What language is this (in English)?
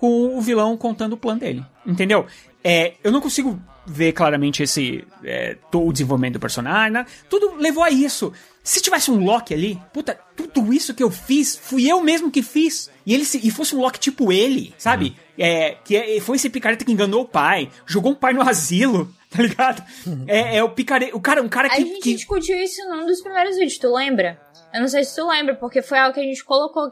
Portuguese